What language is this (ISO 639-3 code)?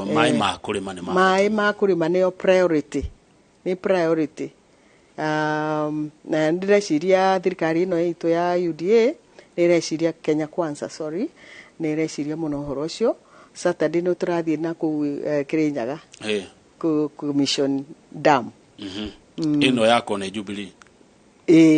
kik